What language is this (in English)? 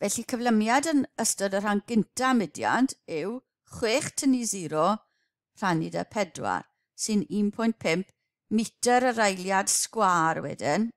Welsh